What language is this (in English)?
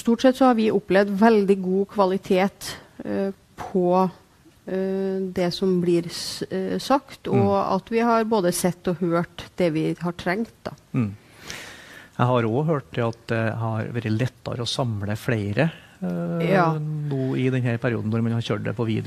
Norwegian